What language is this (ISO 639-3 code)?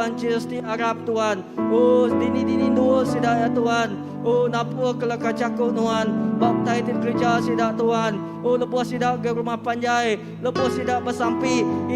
iba